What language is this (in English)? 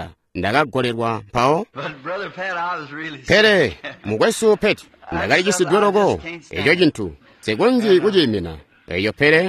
Tonga (Zambia)